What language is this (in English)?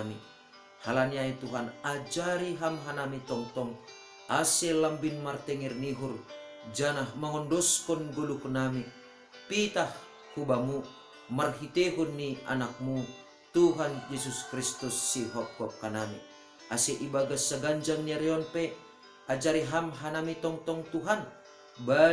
Batak Simalungun